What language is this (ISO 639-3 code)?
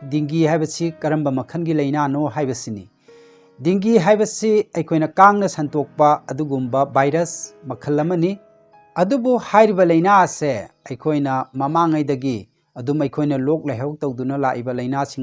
mni